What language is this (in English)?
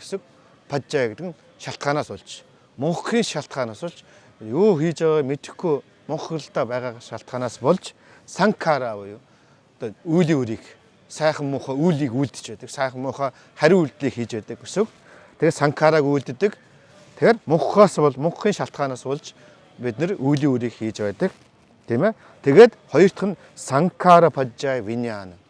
Mongolian